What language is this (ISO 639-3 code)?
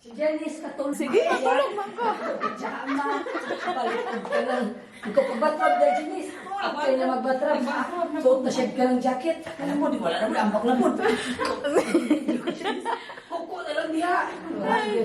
ceb